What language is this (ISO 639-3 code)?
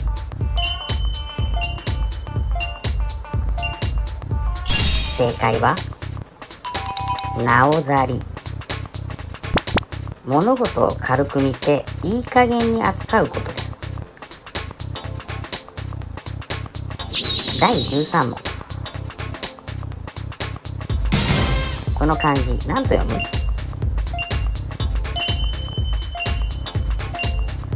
jpn